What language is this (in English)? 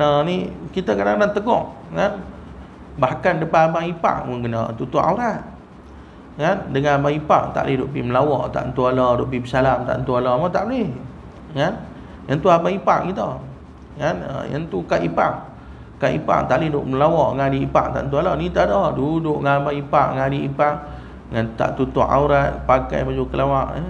Malay